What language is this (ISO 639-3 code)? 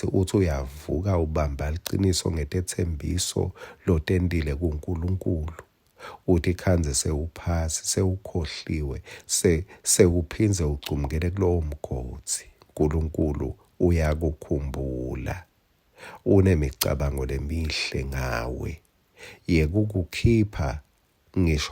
ssw